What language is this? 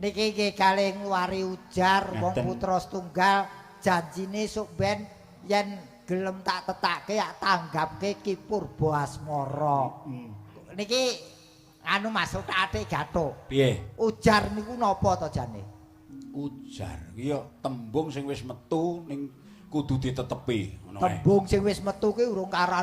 Javanese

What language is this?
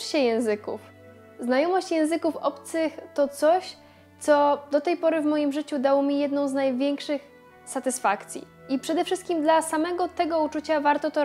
Polish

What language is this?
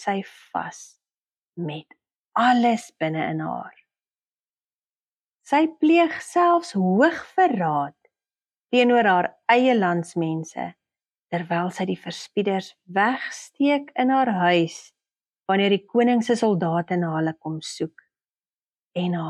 Afrikaans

